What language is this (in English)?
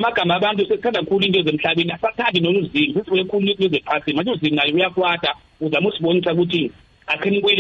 South Ndebele